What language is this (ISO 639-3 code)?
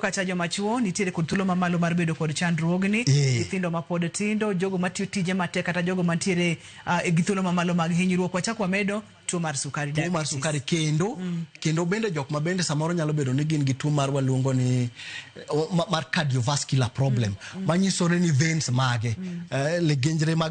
luo